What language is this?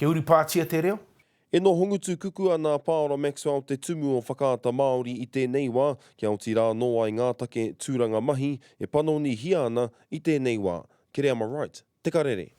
Māori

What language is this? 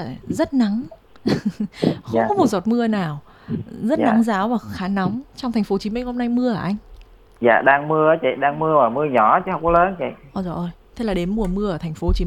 Vietnamese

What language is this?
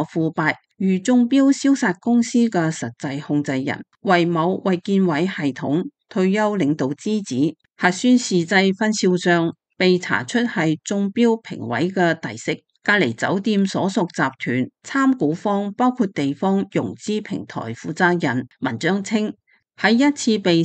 Cantonese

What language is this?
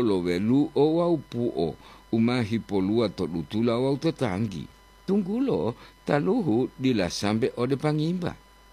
Gorontalo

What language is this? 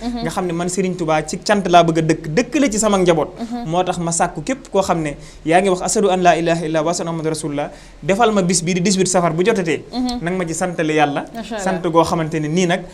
Wolof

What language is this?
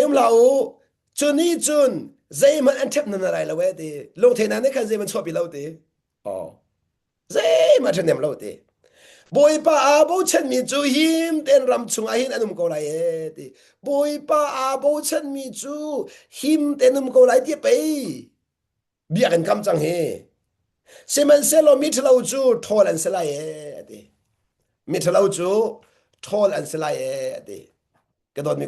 Hakha Chin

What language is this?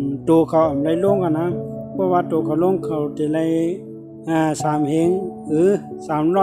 Shan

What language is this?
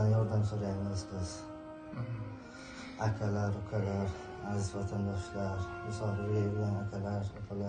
Uzbek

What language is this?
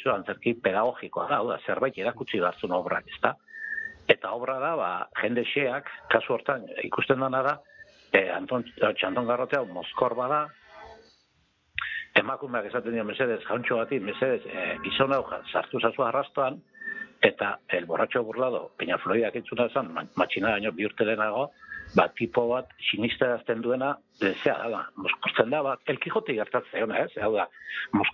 Basque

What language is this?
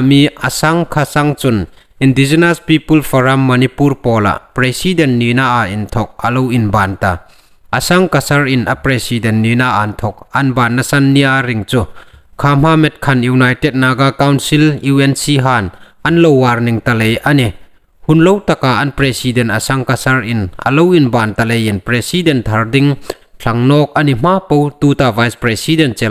Hmar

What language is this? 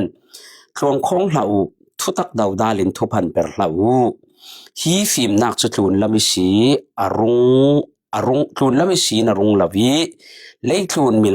Falam Chin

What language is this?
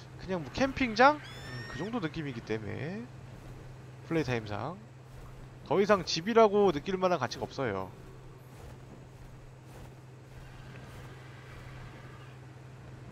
Korean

